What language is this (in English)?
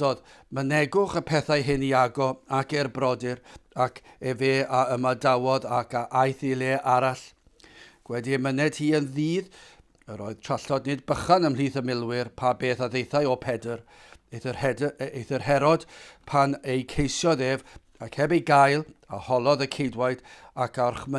Welsh